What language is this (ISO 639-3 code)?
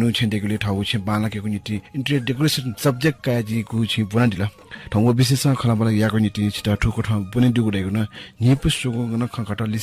new